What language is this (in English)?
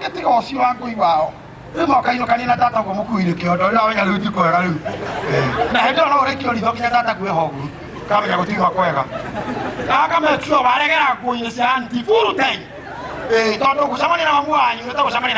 Kikuyu